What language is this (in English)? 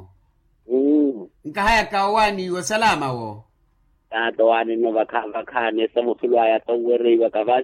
Makhuwa